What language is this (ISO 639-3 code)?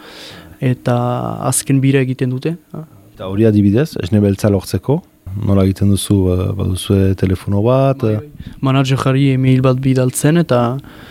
eus